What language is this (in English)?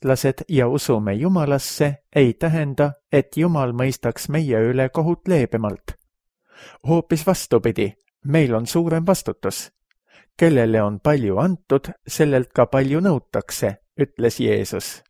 Estonian